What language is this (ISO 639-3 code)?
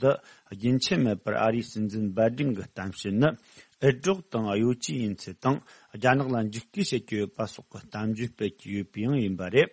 bod